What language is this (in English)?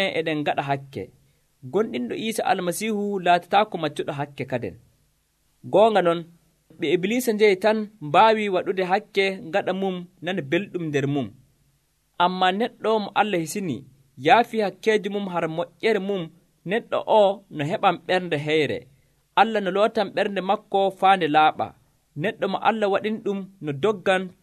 Nigerian Fulfulde